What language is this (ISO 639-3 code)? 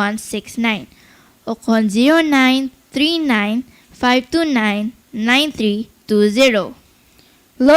hil